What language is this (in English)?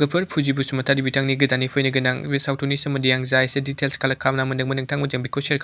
Bodo